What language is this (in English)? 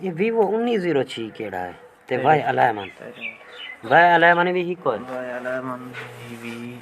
Saraiki